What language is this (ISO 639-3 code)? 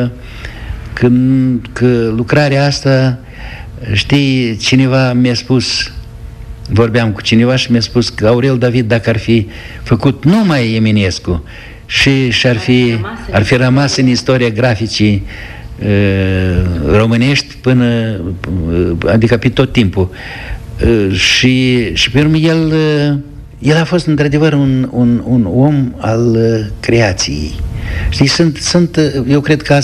ron